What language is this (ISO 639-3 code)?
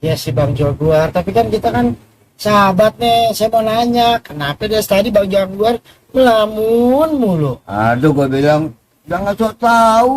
bew